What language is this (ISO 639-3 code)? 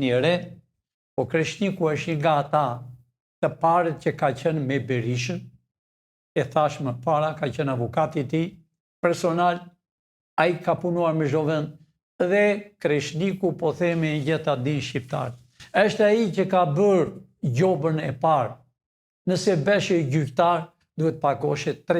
sqi